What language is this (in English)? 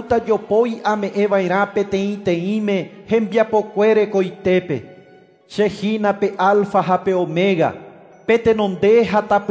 Guarani